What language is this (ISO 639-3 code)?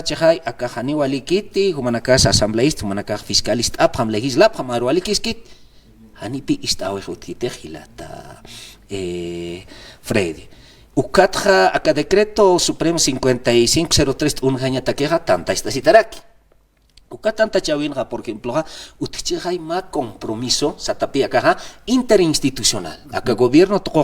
aym